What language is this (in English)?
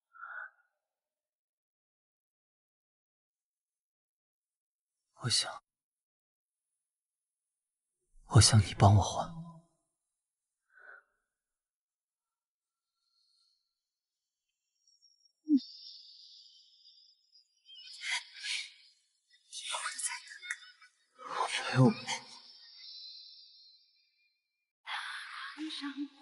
Chinese